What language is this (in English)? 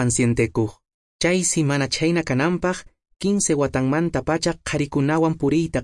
Quechua